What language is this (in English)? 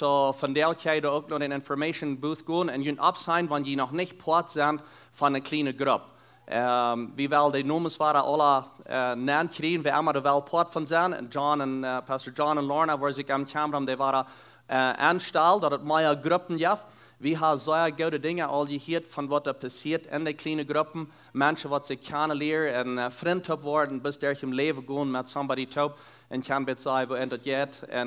Plautdietsch